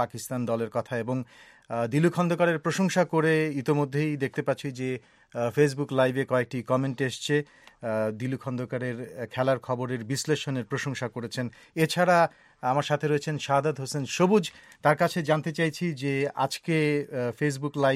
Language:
Bangla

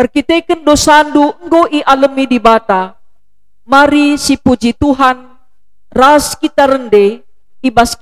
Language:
Batak Karo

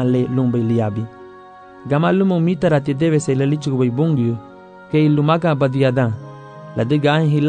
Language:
Garifuna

